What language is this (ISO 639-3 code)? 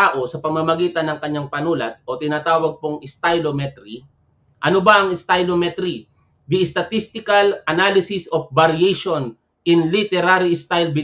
fil